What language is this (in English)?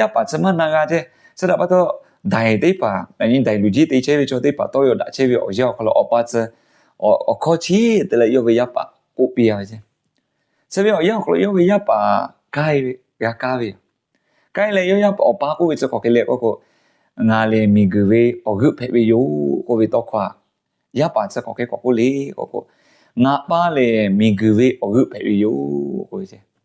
Lahu